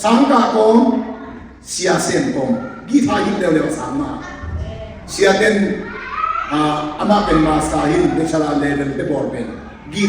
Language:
Tedim Chin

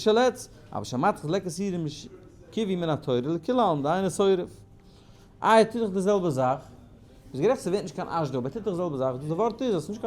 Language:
Yiddish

